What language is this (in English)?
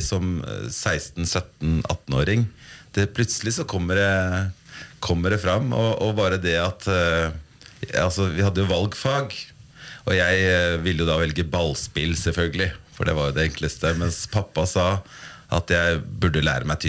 Norwegian